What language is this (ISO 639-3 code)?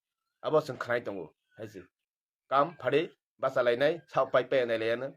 trp